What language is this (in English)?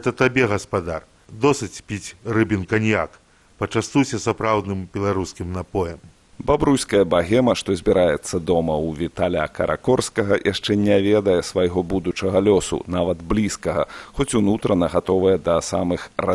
Belarusian